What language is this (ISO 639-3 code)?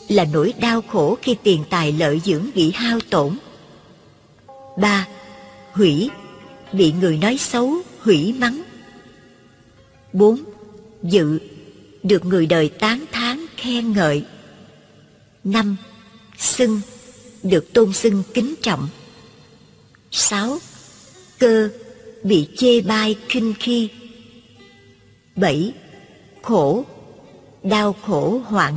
vie